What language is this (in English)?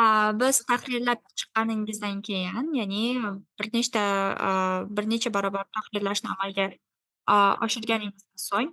Uzbek